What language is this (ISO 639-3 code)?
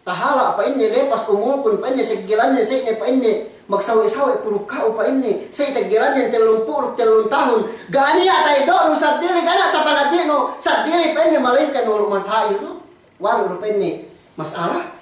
yka